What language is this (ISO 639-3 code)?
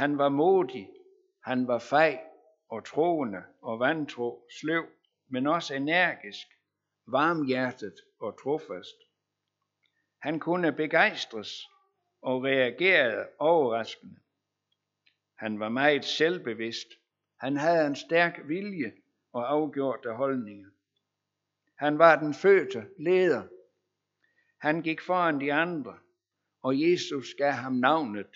dan